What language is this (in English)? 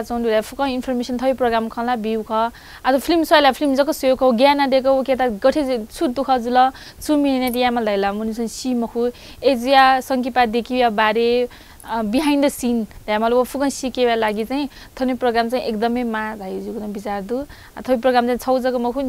Newari